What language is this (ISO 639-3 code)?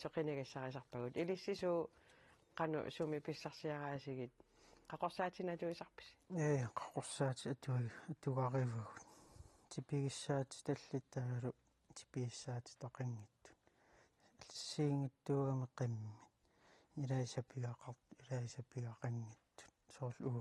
kal